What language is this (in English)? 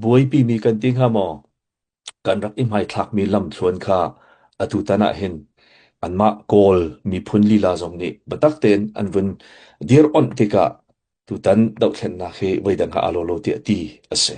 Hakha Chin